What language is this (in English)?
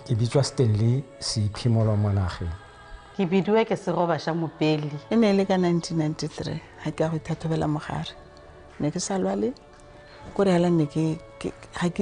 Tswana